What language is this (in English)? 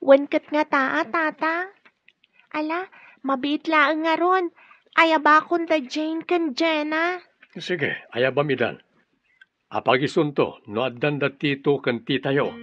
Iloko